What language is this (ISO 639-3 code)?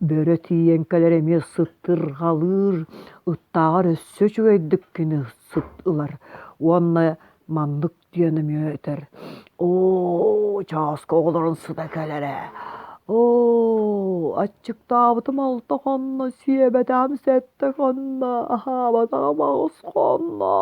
sah